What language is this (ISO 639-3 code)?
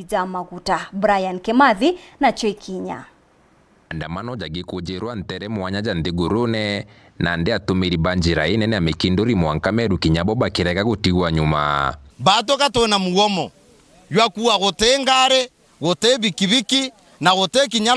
mer